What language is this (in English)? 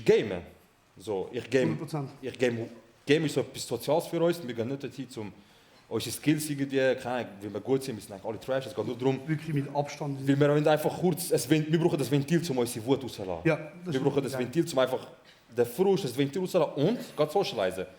Swiss German